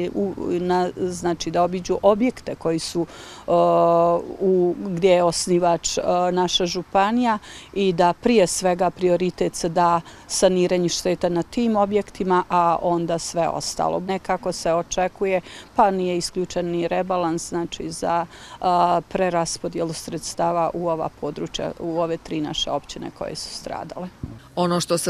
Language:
Croatian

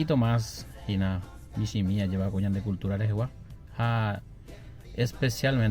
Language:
Guarani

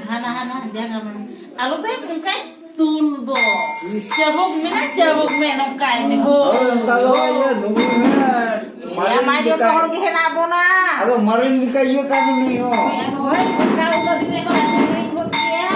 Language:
Santali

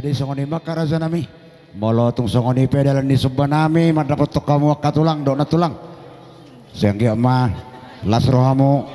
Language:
Batak Toba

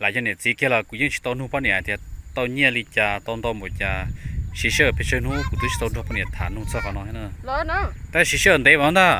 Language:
Hmong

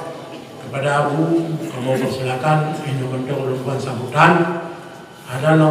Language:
Achinese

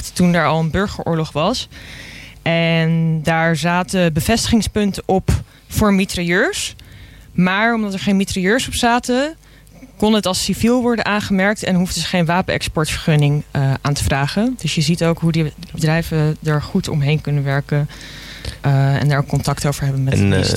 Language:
Dutch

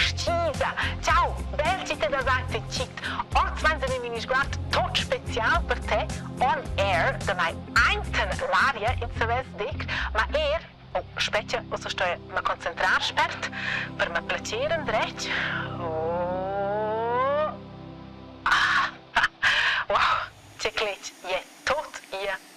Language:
Romansh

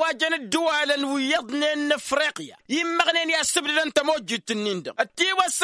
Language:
Tamasheq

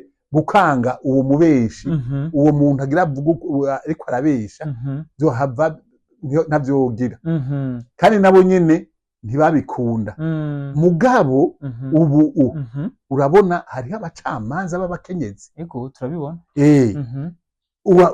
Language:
Rundi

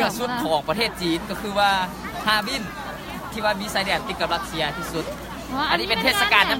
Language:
Lao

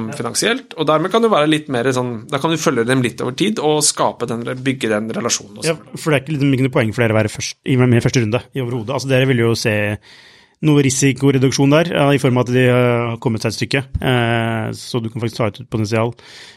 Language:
Norwegian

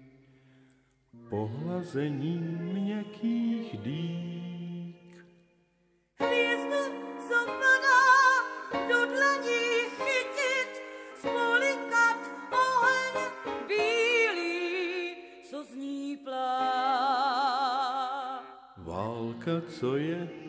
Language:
Czech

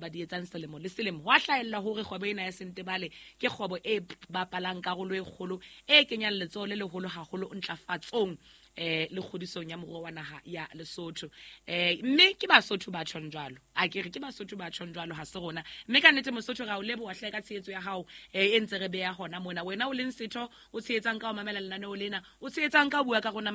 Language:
Southern Sotho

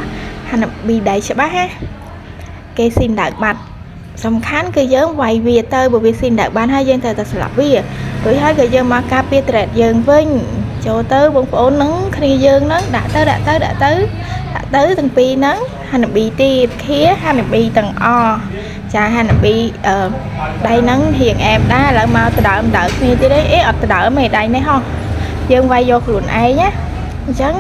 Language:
Khmer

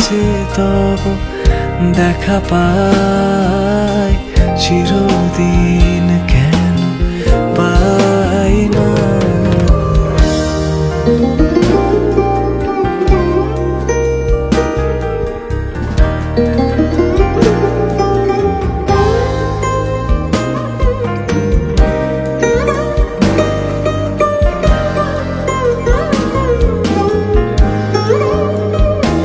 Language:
Bangla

